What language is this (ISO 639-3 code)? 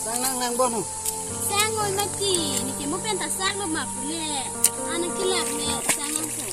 mjw